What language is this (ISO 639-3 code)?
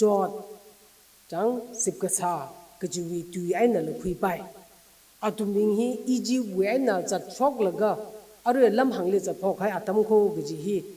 nmf